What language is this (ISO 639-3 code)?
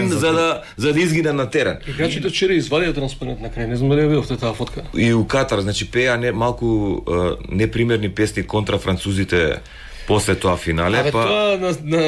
mkd